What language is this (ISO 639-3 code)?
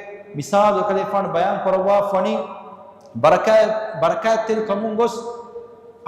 div